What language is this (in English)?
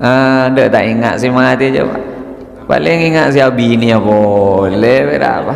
Madurese